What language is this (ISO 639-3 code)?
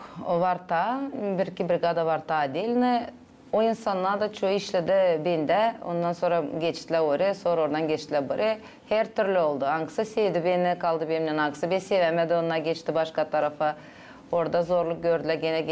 gag